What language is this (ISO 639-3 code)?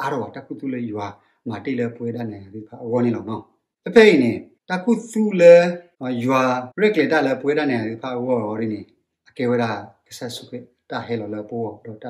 ksw